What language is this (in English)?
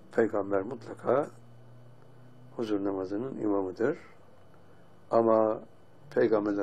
Turkish